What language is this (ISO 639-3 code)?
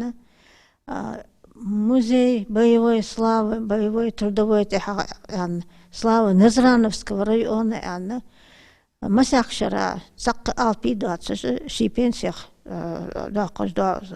inh